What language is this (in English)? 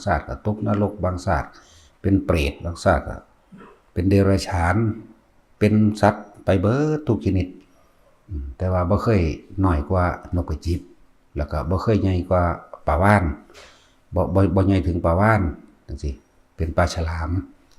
Northeastern Thai